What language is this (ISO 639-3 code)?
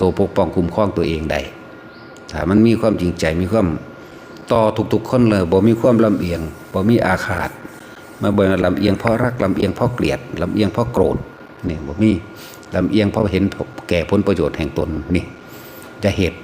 tts